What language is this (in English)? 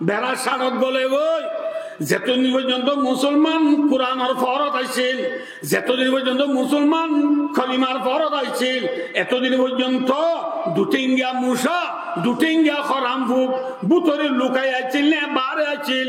Rohingya